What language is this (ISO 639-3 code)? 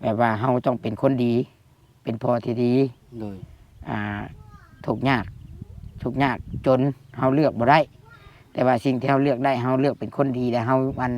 lao